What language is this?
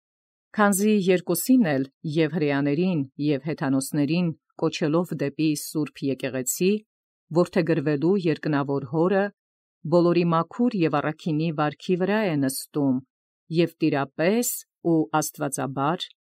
Armenian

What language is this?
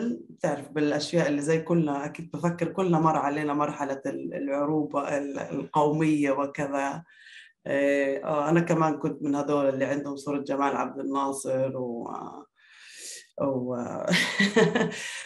North Levantine Arabic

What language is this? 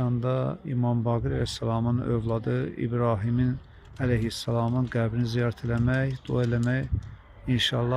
Azerbaijani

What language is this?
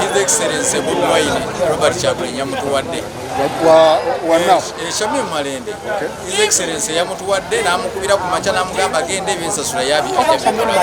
Ganda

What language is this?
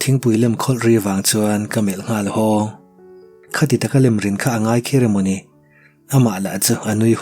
Mizo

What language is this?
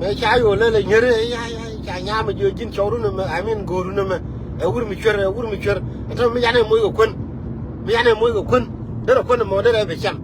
Nuer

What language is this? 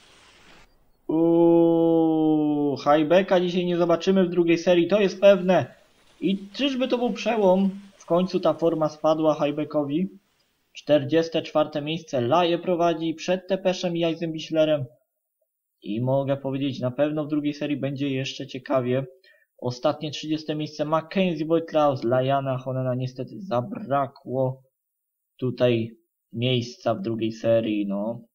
Polish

